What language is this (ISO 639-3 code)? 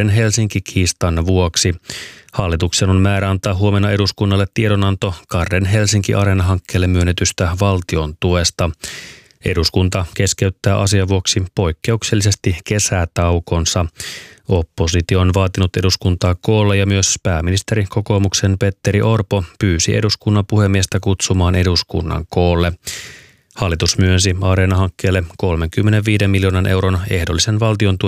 fin